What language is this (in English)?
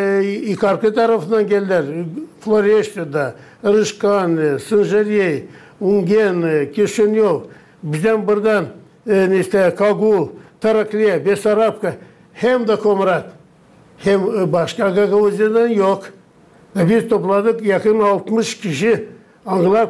Gagauz